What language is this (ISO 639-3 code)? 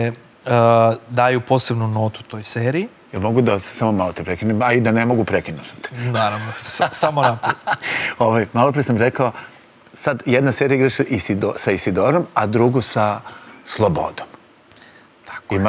srp